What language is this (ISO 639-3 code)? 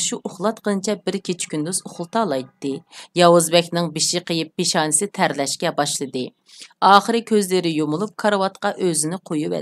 uig